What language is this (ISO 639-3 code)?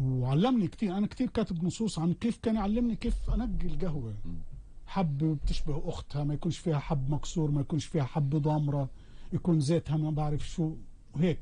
apc